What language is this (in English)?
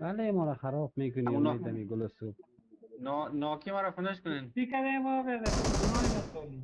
Persian